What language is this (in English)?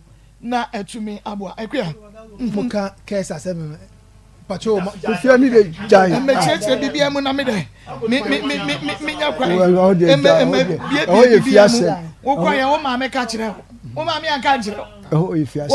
Akan